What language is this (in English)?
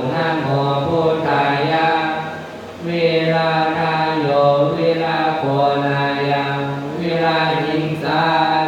Pali